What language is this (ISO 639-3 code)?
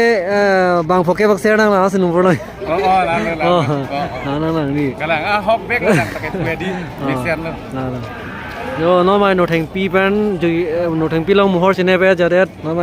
mjw